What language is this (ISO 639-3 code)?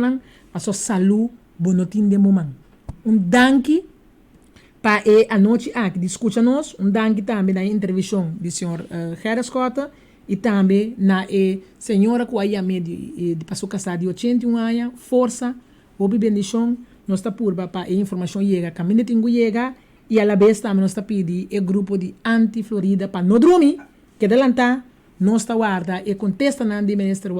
pap